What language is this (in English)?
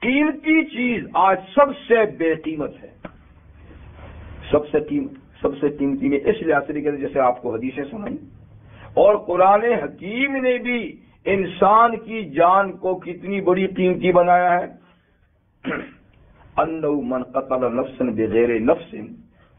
Urdu